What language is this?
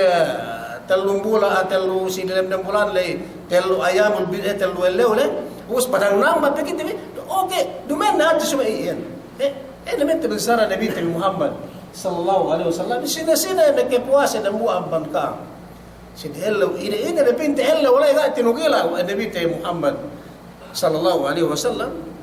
Yakan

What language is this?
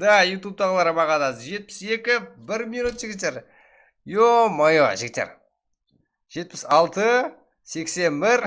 Kara-Kalpak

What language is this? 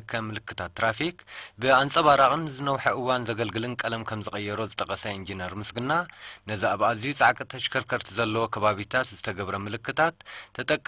Tigrinya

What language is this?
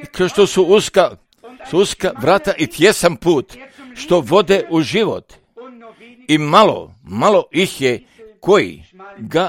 Croatian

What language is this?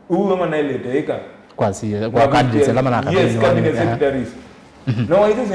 Kamba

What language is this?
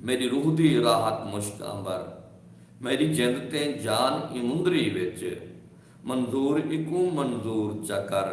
Saraiki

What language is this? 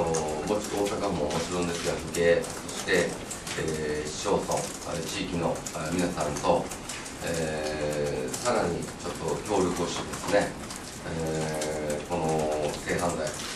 Japanese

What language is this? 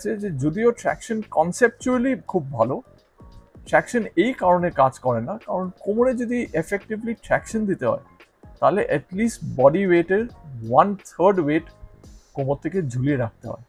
Bangla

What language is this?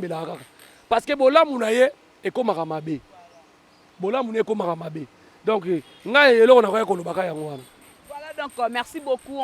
Lingala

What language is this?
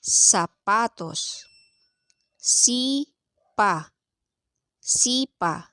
Pangasinan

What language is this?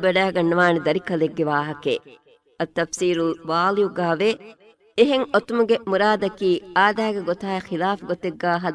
Divehi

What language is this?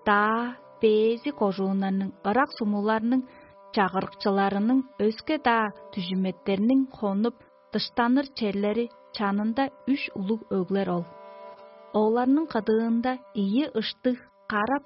Tuvinian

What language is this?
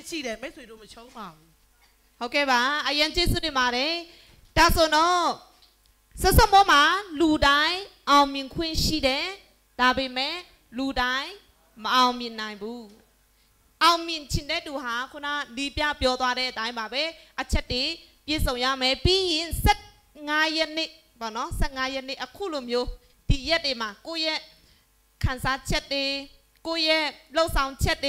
Burmese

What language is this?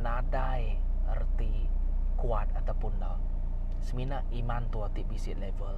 Iban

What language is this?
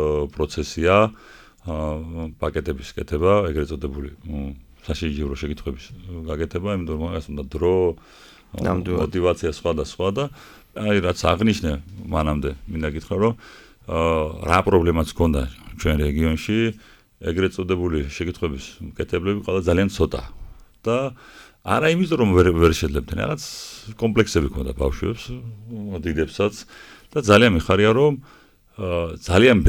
Georgian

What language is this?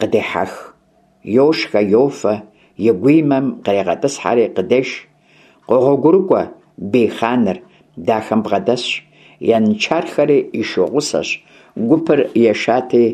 Kabardian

